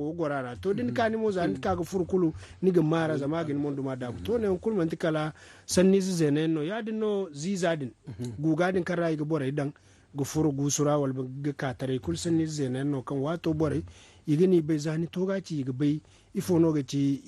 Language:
Zarma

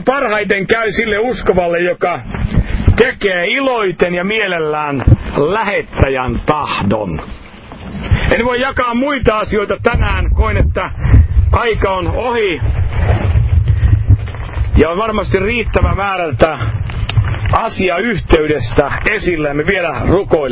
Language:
Finnish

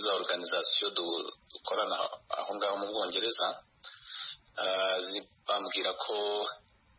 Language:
Kinyarwanda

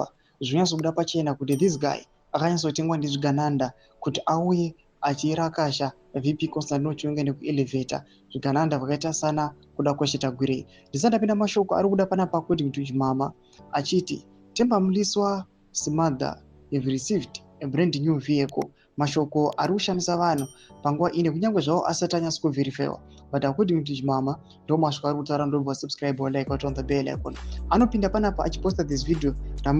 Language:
Shona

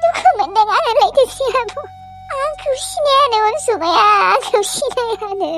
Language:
Bodo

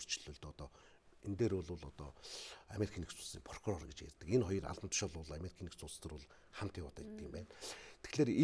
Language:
Mongolian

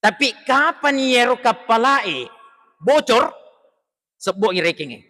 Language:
Buginese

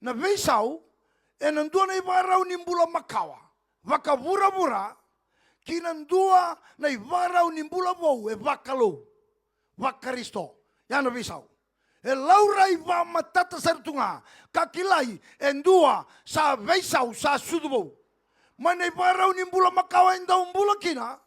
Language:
Fijian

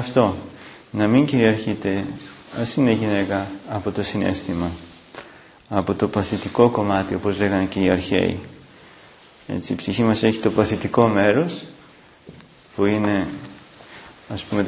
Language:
Greek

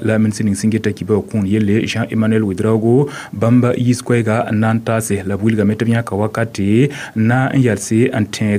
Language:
Mossi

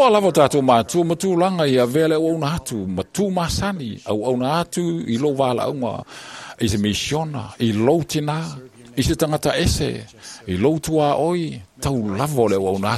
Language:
Samoan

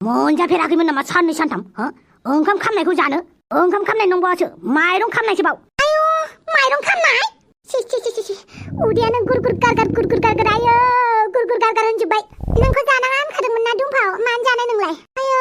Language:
Bodo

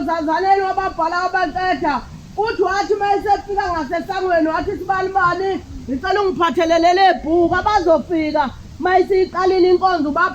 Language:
Zulu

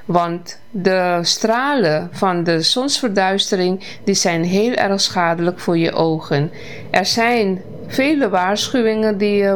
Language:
Dutch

